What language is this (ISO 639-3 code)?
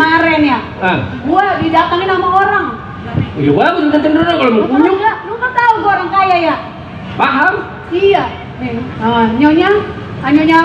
bew